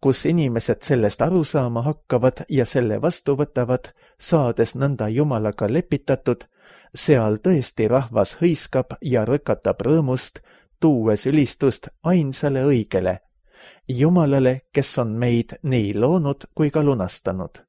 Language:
Estonian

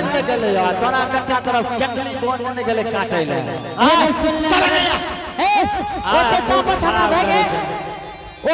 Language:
Angika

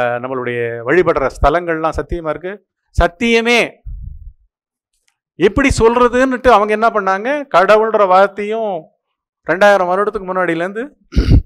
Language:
Tamil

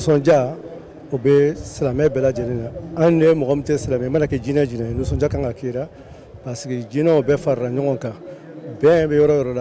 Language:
Bambara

